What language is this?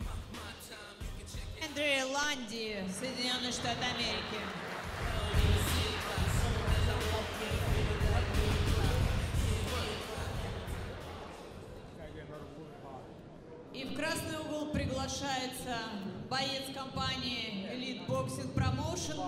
Russian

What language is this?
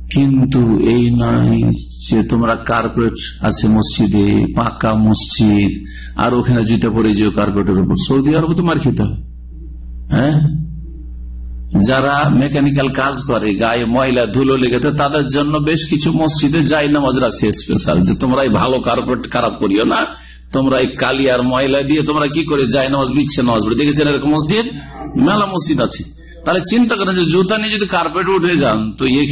Bangla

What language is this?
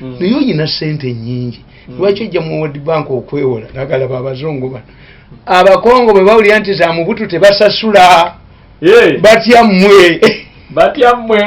Ganda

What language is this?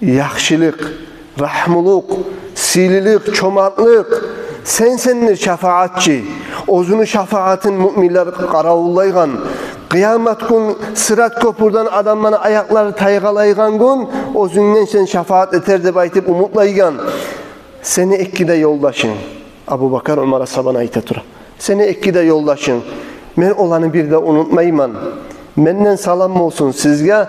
Kumyk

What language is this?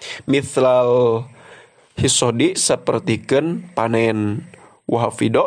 Sundanese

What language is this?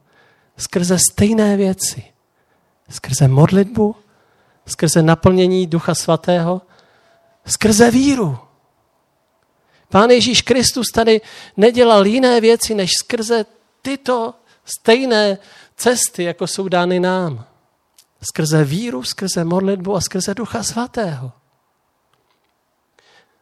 Czech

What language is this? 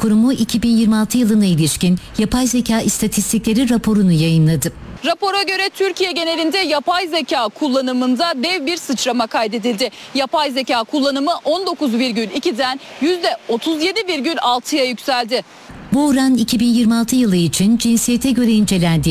Turkish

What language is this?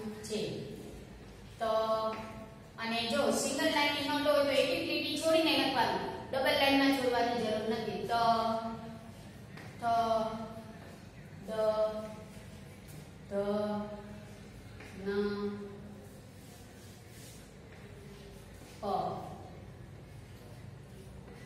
Gujarati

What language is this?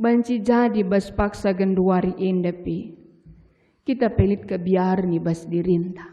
Batak Karo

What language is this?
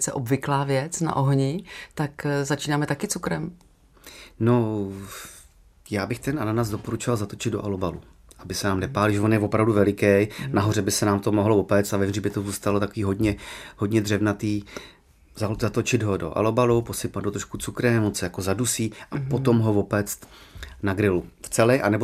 Czech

